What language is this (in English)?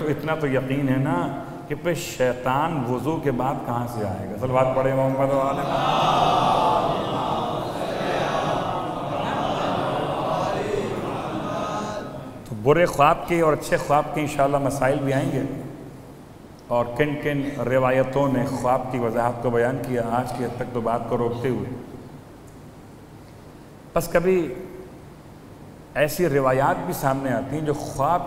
Urdu